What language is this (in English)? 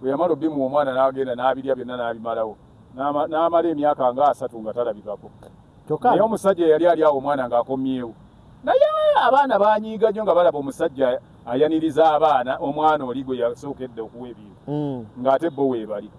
Ganda